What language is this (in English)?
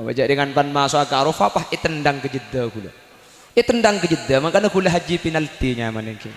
Madurese